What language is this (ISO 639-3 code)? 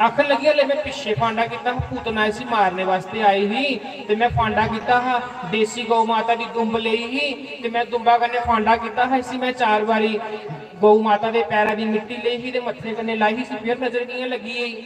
doi